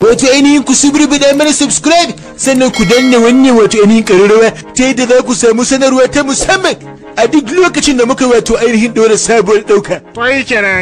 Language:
Hausa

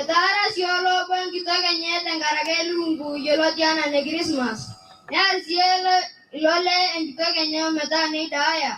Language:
Masai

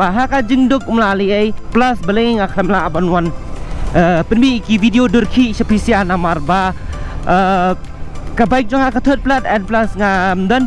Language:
Khasi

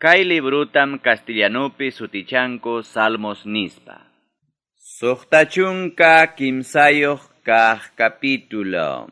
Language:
Ayacucho Quechua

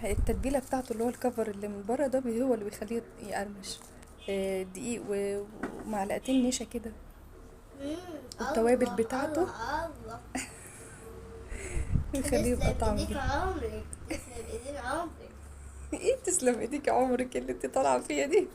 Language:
Egyptian Arabic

